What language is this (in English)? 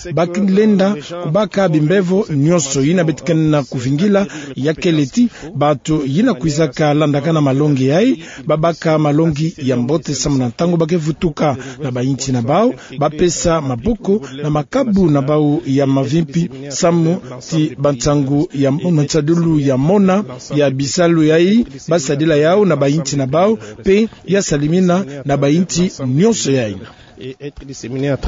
Kituba (Democratic Republic of Congo)